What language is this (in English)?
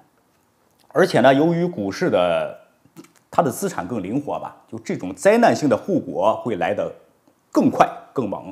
Chinese